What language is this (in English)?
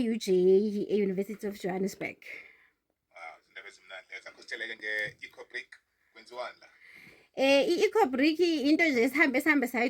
Zulu